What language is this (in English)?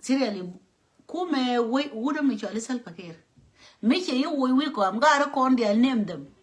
Nuer